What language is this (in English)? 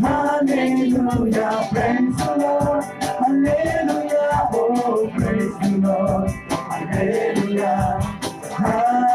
Khasi